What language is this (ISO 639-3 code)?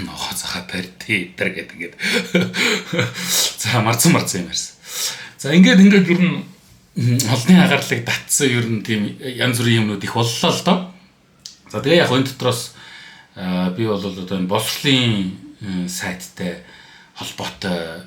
mon